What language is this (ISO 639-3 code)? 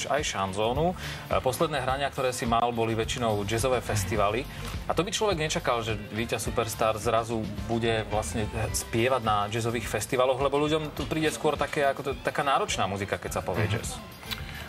slk